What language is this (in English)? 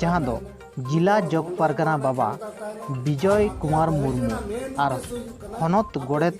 Santali